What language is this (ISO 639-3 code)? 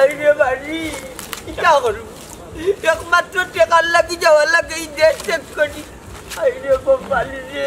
syl